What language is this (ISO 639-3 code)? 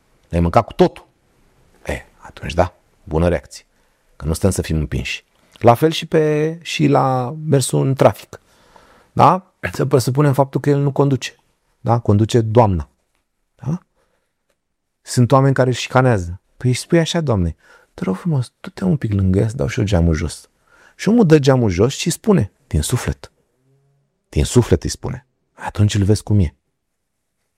ron